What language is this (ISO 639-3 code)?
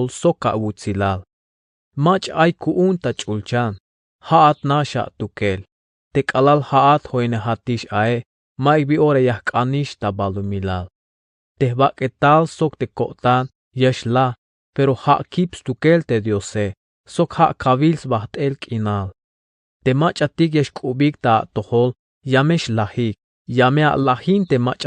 tzh